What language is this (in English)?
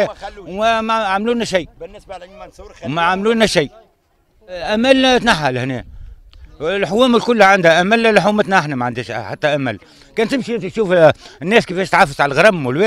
Tunisian Arabic